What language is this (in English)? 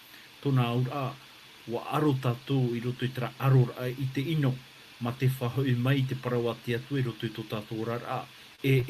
Tahitian